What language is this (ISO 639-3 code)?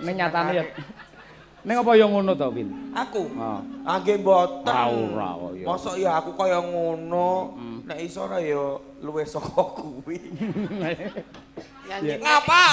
jav